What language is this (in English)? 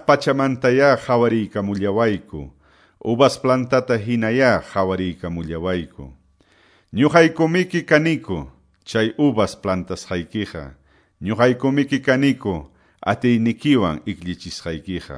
Quechua